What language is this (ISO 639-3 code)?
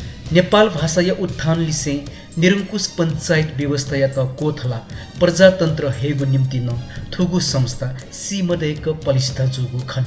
new